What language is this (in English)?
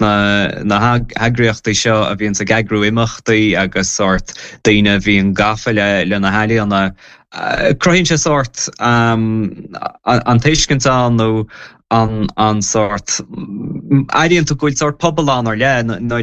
Irish